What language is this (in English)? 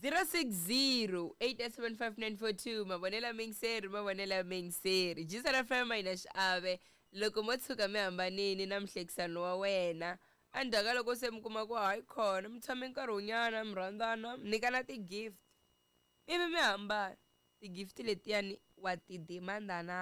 Tsonga